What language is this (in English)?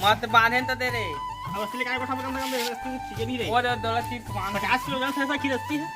Chhattisgarhi